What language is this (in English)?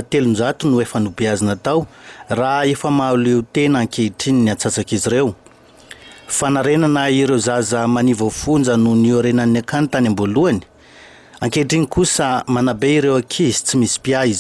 Malagasy